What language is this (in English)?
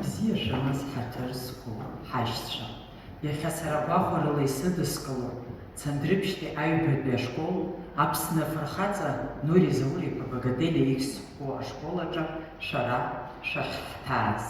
Abkhazian